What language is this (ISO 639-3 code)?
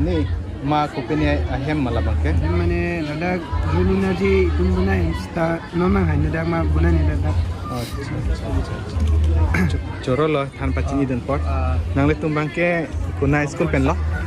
mjw